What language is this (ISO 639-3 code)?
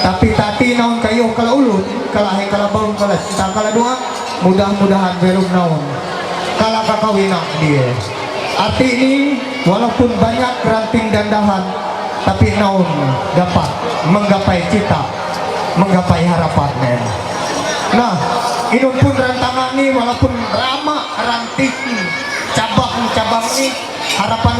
mhy